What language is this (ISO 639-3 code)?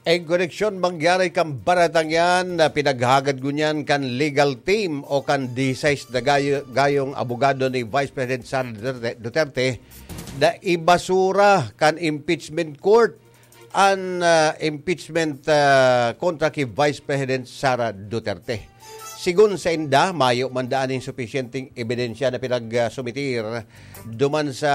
bik